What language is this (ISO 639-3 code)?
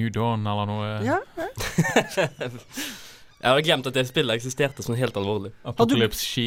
nor